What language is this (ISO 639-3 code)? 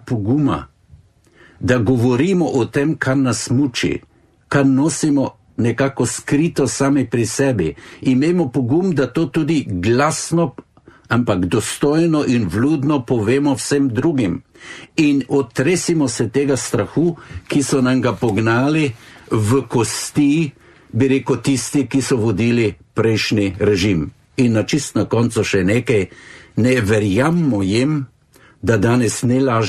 slv